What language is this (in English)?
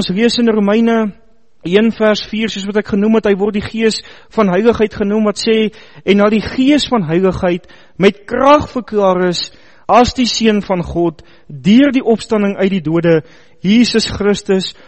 Afrikaans